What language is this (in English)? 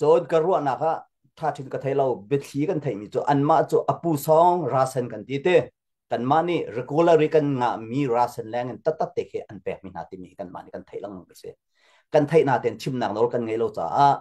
Hakha Chin